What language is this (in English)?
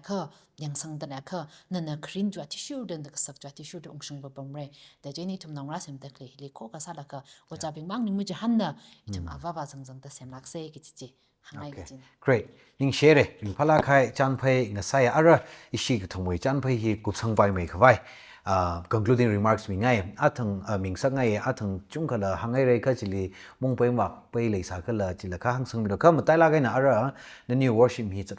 Tangkhul Naga (India)